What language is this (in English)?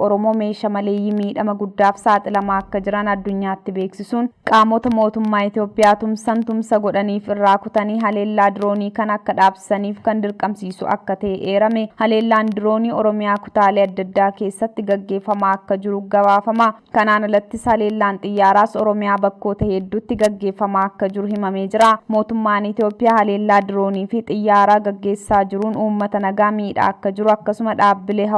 Oromo